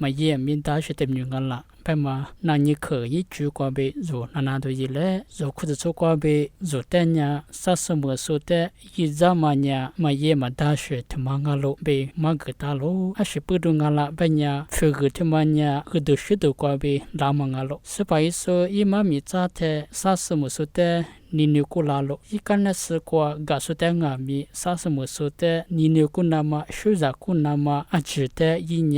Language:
Lisu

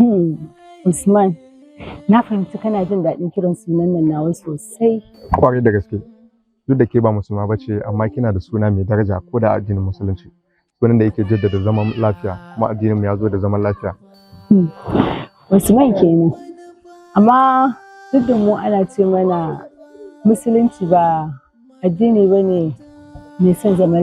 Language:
Hausa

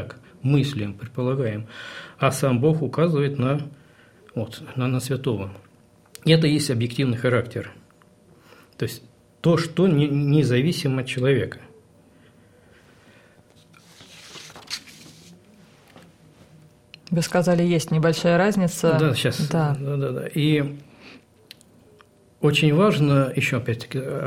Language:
Russian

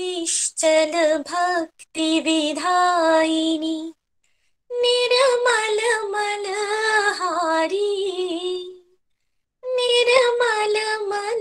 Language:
Hindi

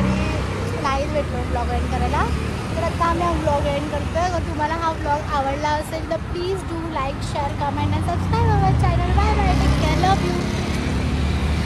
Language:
Marathi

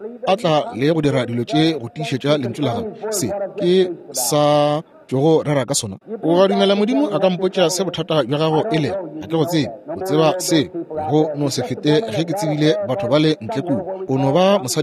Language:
Northern Sotho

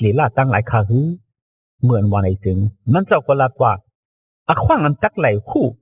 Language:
Shan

